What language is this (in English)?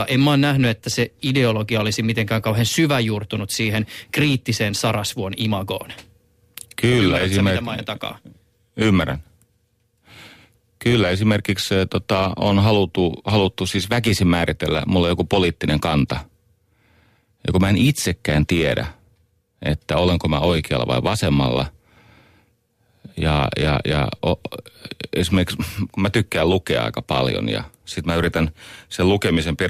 Finnish